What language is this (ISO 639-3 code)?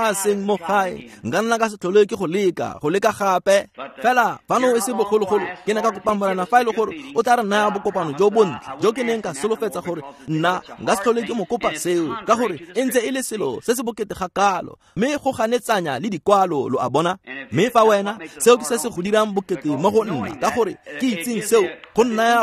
tsn